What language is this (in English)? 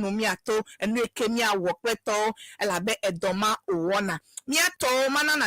Ewe